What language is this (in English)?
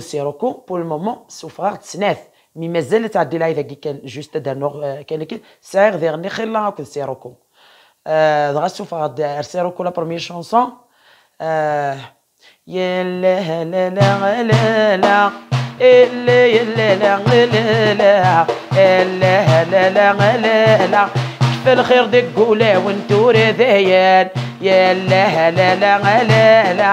Kabyle